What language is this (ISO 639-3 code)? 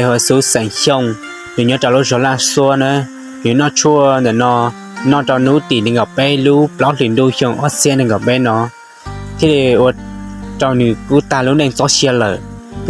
hmn